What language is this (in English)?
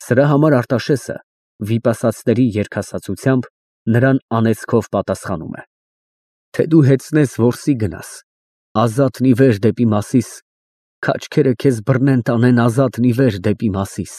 Armenian